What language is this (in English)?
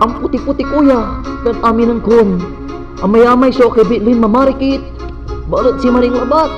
Pangasinan